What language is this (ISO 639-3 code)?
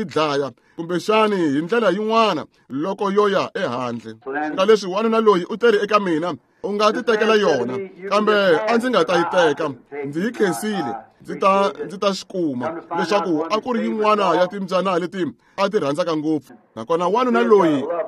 tso